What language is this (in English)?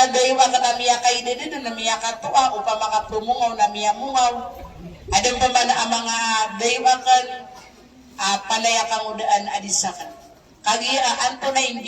Maranao